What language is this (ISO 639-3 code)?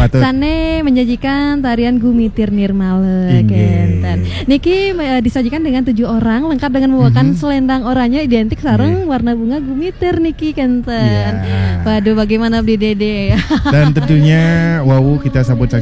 ban